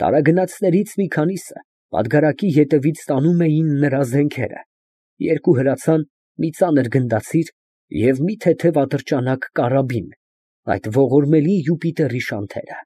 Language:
Armenian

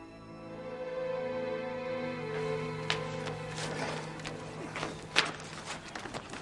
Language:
Persian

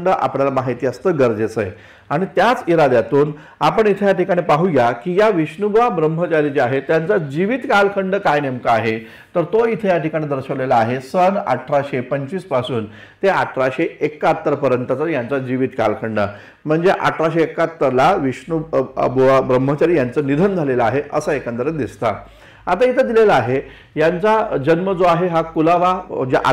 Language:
Marathi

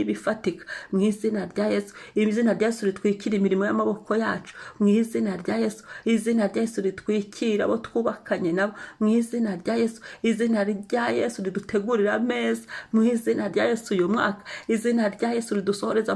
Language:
Kinyarwanda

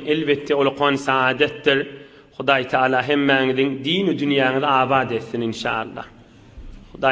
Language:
Turkmen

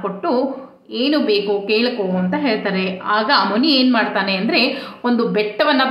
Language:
Kannada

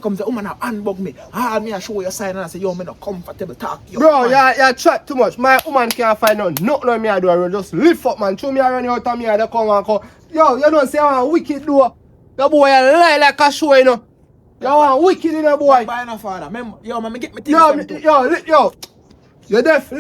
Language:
Jamaican Creole English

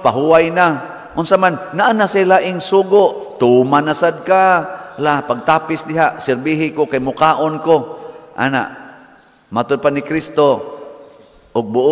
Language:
Cebuano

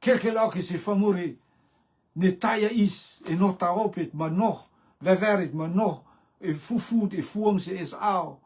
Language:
Rotuman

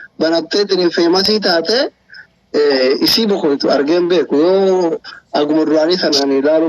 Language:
Oromo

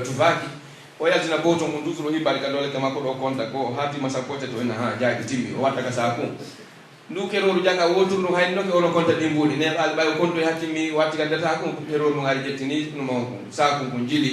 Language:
Pular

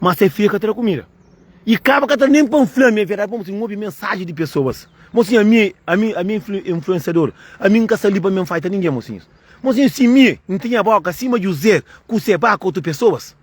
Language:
Kabuverdianu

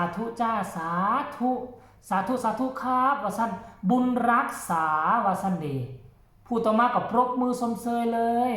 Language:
Northeastern Thai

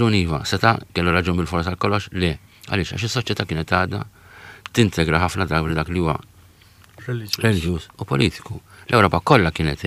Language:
Maltese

